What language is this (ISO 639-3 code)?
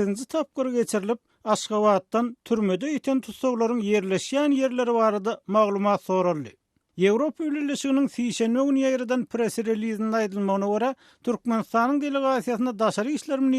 tuk